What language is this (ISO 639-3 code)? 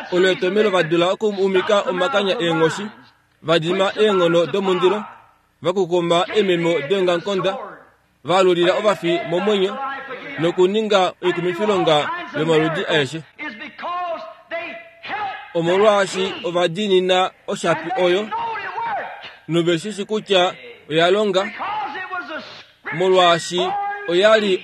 kua